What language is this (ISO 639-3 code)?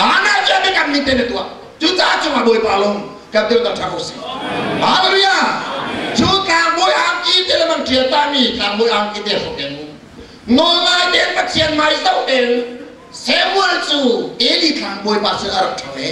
cnh